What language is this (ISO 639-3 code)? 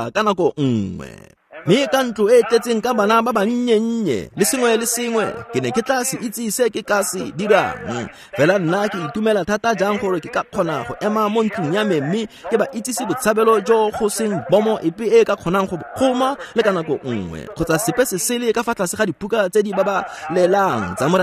tsn